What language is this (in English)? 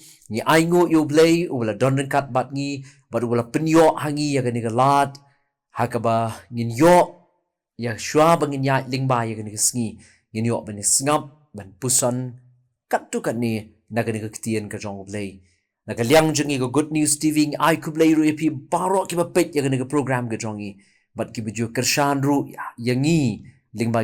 Khasi